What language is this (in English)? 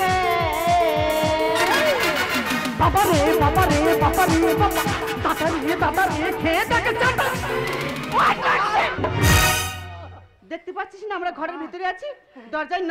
Bangla